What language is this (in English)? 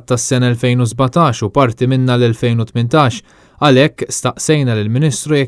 Maltese